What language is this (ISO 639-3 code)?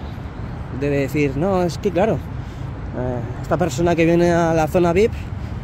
spa